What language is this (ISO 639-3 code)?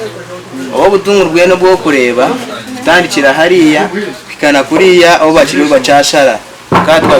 nyn